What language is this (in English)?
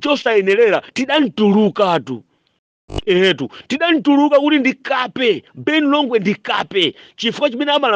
Nyanja